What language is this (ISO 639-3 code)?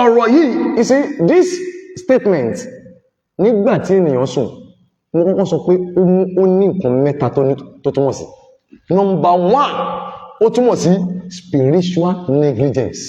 yor